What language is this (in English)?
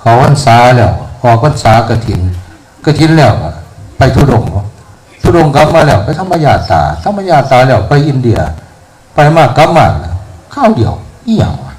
Northeastern Thai